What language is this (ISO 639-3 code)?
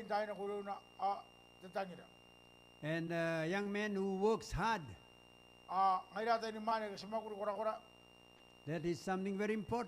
gil